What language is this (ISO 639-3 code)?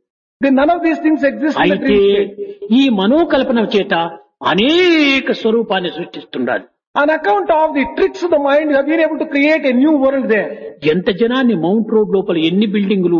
tel